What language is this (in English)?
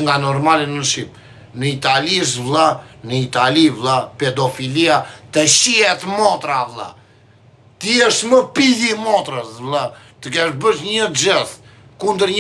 Albanian